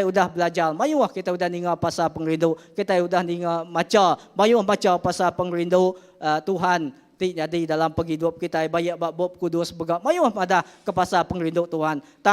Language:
Iban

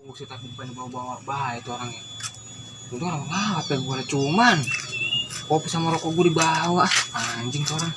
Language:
Betawi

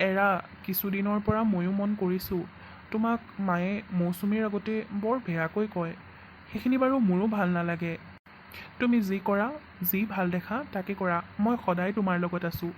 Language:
Assamese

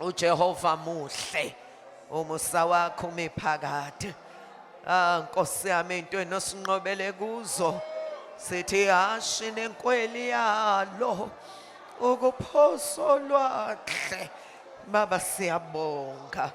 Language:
Zulu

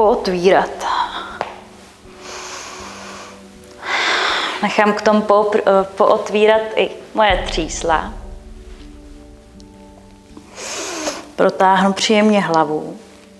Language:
Czech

